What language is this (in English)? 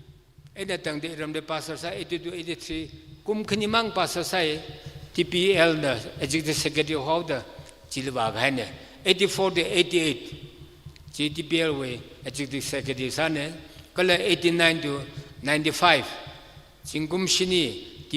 Tangkhul Naga (India)